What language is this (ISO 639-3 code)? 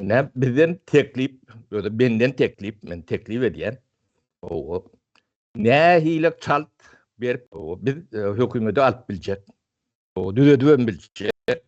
tuk